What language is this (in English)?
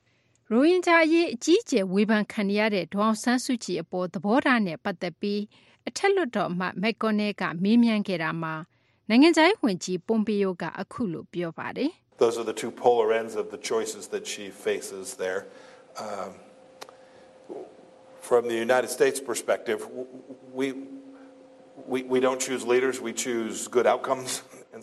Burmese